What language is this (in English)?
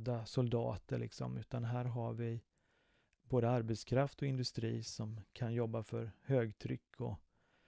Swedish